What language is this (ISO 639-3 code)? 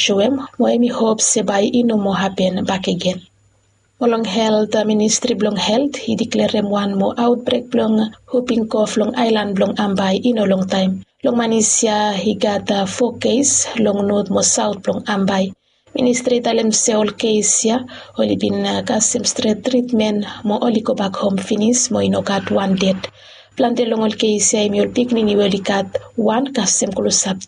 bis